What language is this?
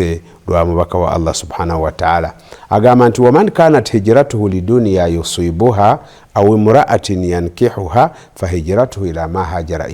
Ganda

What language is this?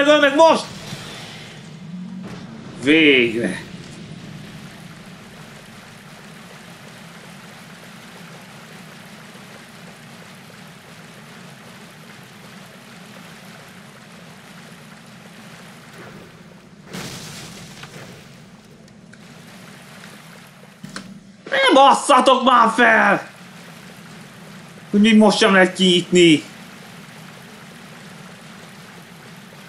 Hungarian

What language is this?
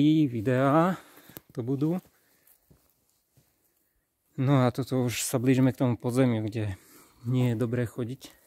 Slovak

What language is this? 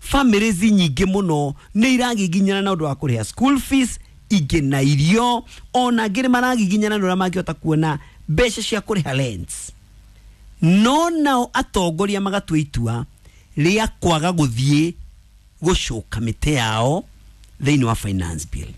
Kikuyu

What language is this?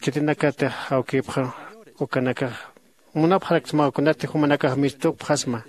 Aymara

